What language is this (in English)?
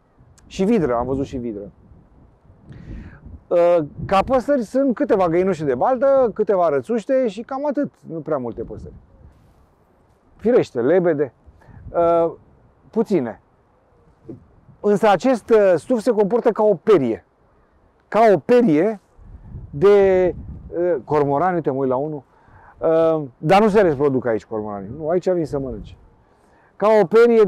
Romanian